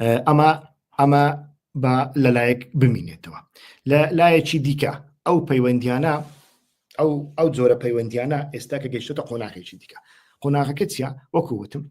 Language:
Central Kurdish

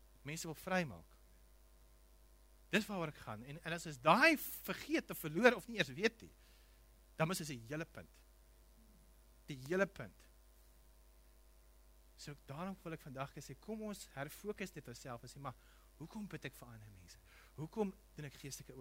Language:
Afrikaans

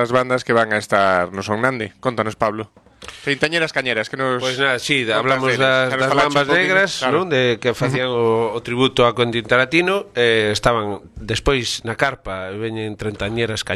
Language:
Galician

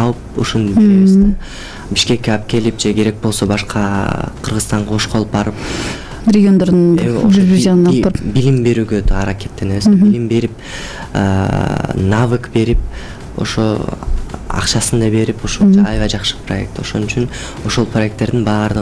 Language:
Kyrgyz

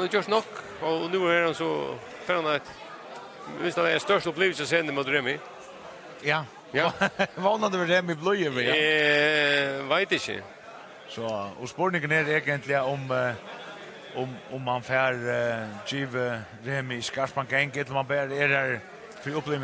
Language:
Faroese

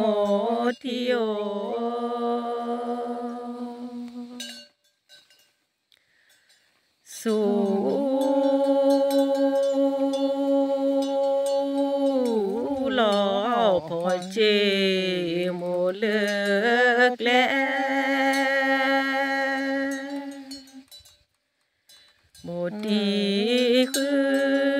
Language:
Vietnamese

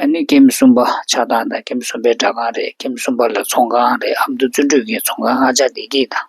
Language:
Tibetan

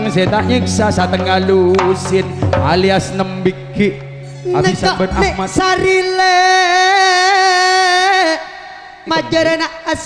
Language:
Madurese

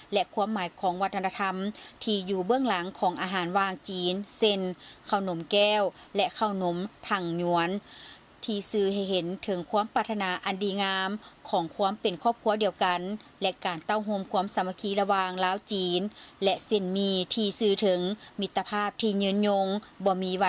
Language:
Lao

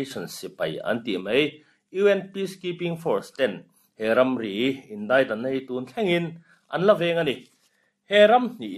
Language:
Mizo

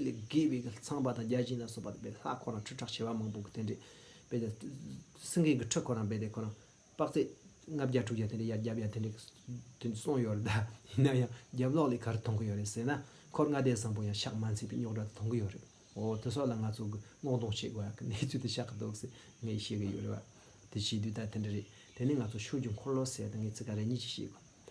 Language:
Tibetan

